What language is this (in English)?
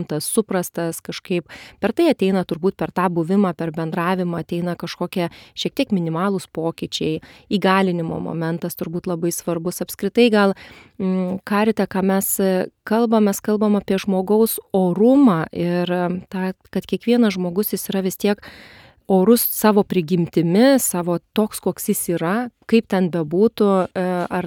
Lithuanian